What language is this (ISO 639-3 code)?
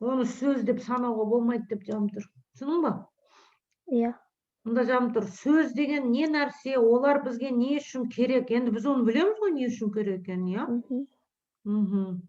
kaz